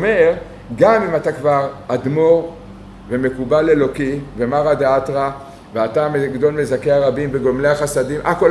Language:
Hebrew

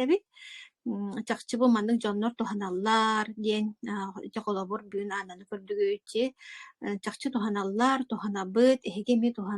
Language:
Yakut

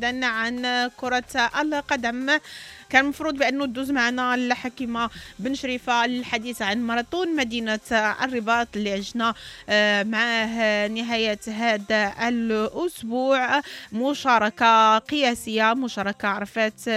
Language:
Moroccan Arabic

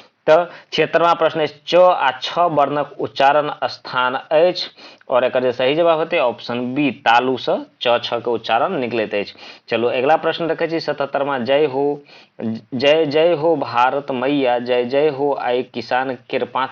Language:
Maithili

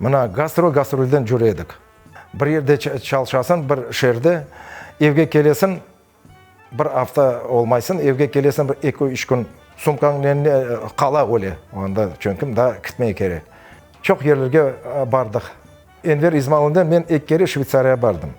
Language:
Crimean Tatar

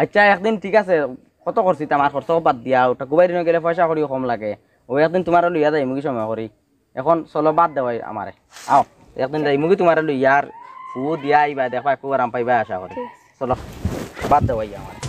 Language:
Sylheti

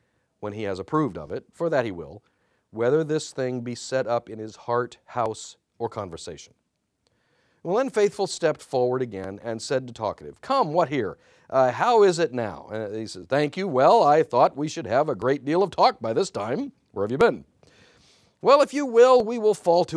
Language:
English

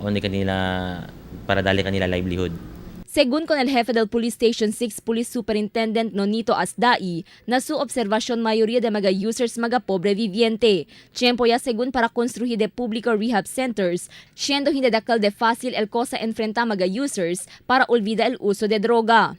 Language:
Chavacano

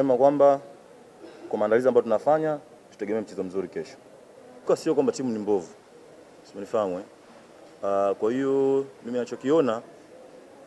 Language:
Swahili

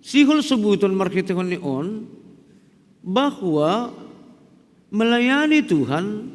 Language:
Batak Simalungun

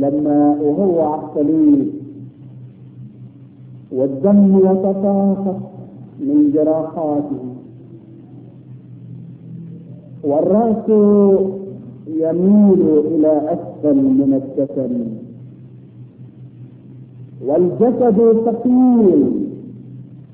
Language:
Arabic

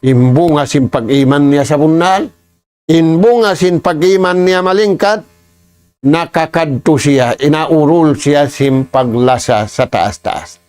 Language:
Tausug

